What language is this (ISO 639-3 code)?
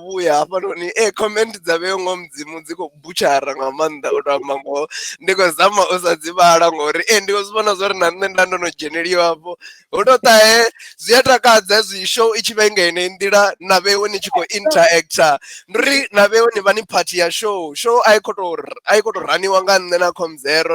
ven